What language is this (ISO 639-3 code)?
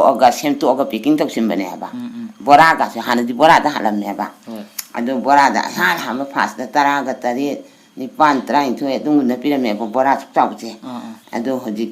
mni